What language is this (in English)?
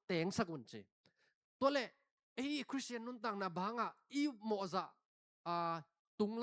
Tedim Chin